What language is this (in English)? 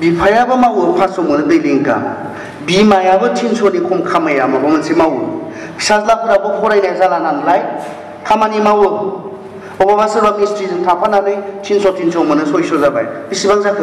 Bodo